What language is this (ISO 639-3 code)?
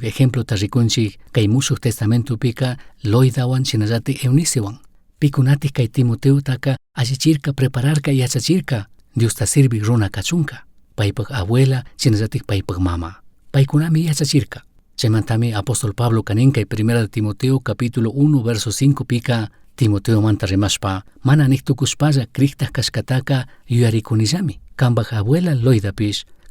qug